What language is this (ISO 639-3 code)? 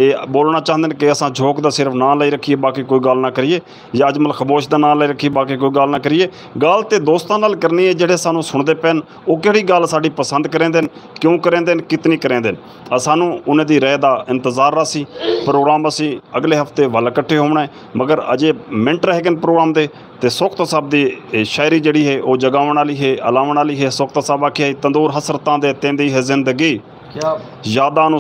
skr